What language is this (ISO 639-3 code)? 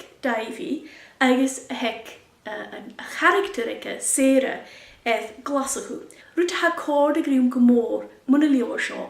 gla